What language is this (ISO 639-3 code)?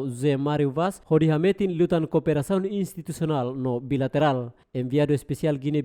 tet